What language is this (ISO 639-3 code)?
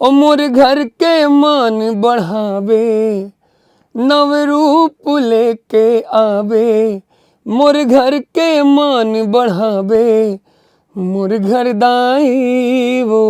hne